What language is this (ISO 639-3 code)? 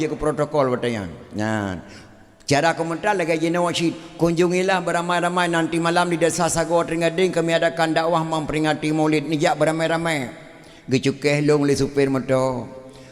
ace